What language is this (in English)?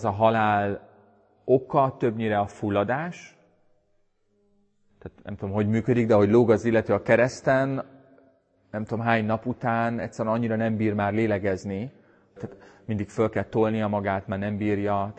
Hungarian